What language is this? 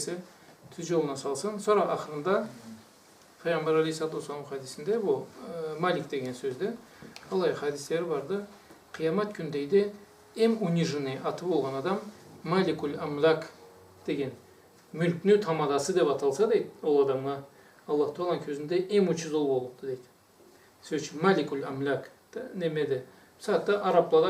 Karachay-Balkar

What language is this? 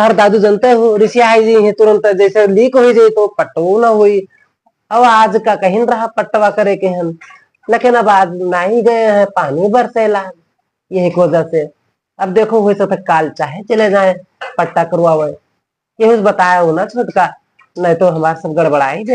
Awadhi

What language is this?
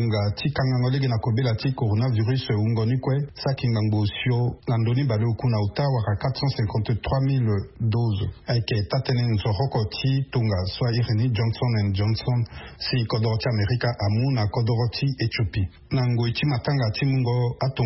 Sango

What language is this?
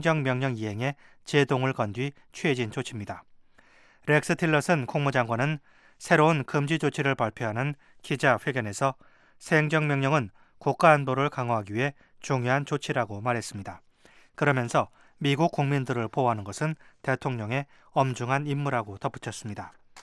Korean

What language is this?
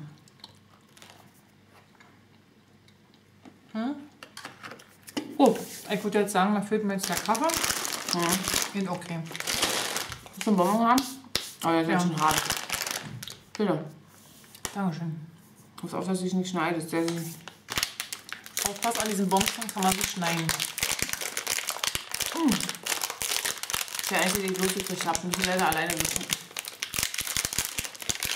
German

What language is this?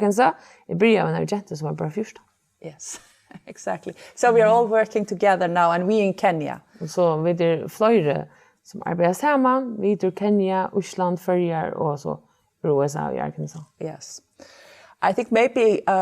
Faroese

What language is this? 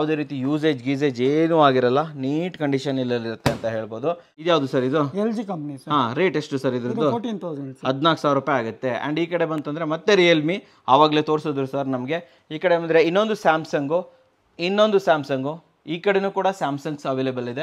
Kannada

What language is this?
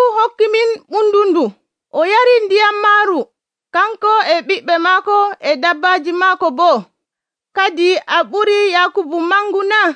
Nigerian Fulfulde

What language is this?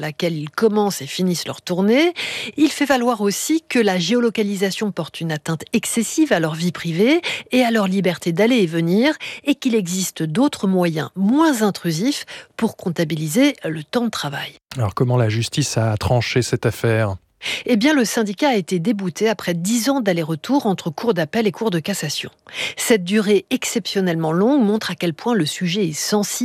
French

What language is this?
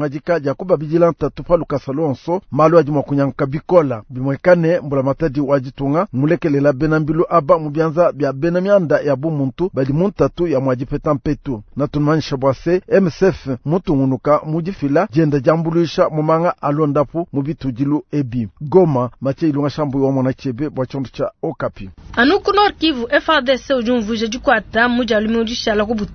Luba-Lulua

